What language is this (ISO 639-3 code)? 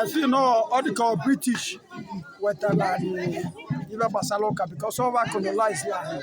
ibo